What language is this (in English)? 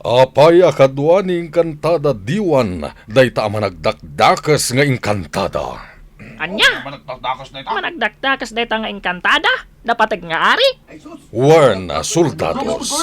Iloko